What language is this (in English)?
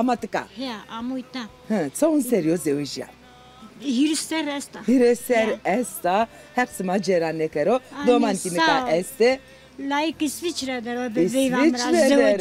Zaza